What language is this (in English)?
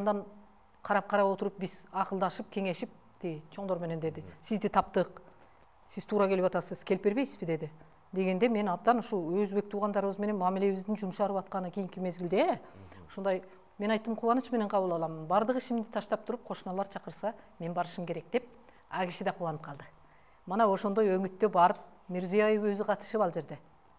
Kyrgyz